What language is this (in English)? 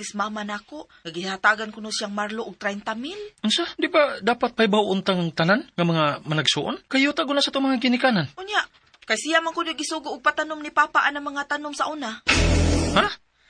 Cebuano